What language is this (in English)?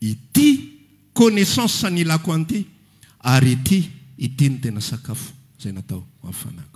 Malagasy